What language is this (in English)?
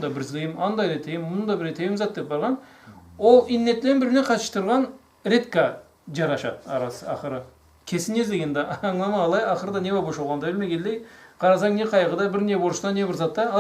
Karachay-Balkar